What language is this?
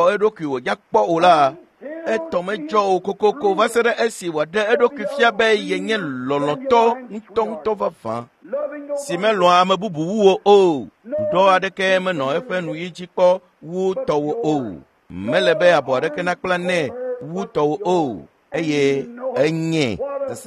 Ewe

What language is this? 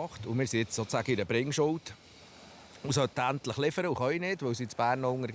Swiss German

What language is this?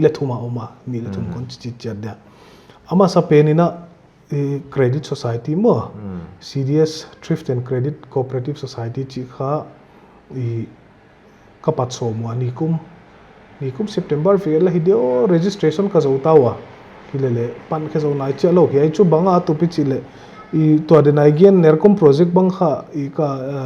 Paite Chin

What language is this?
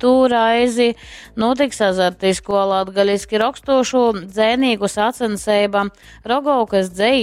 Latgalian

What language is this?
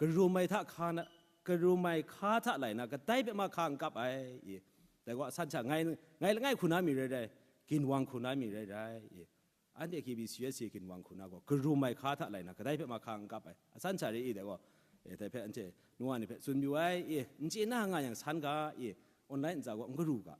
Kachin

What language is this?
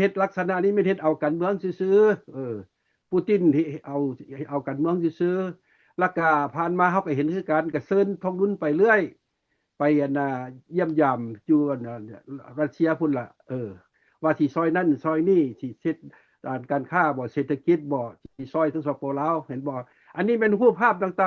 Lao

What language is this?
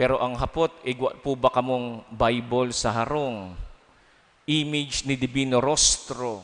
Bikol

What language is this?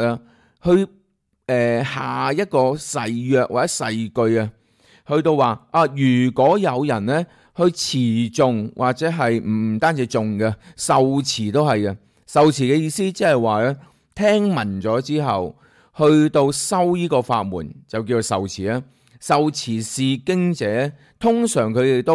Cantonese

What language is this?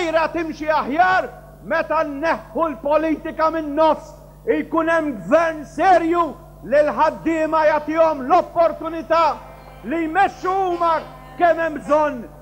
Maltese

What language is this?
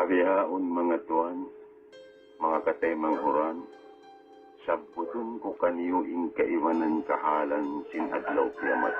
Tausug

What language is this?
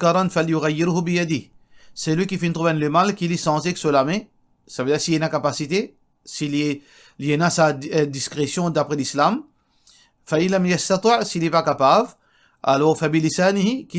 Morisyen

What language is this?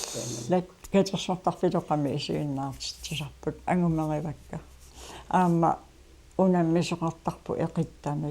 Kalaallisut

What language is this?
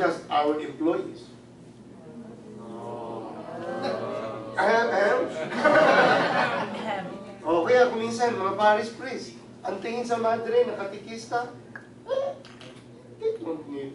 Filipino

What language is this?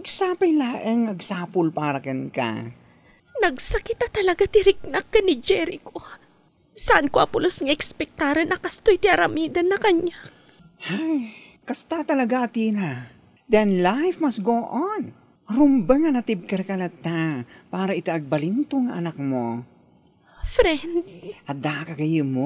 Iloko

